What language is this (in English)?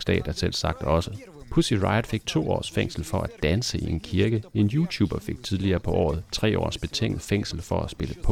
Danish